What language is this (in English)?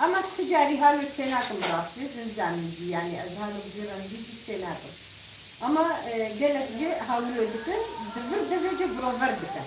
Kurdish